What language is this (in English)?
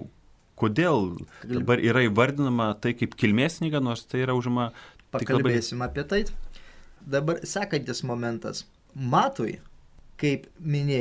Lithuanian